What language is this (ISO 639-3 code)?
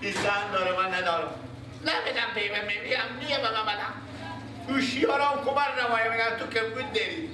fas